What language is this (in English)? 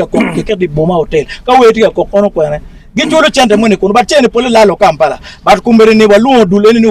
Acoli